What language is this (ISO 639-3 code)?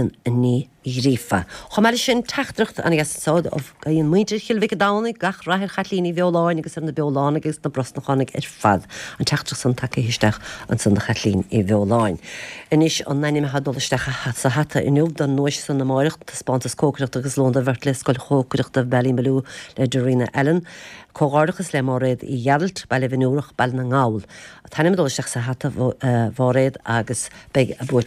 gle